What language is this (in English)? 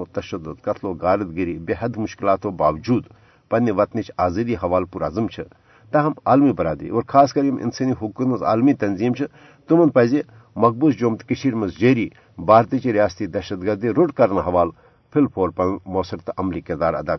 Kashmiri